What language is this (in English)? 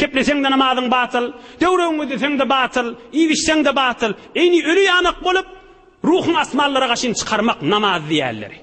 Turkmen